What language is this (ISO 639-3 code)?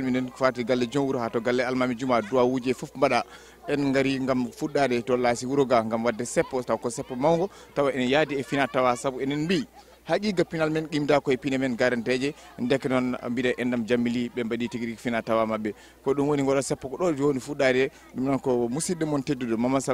ful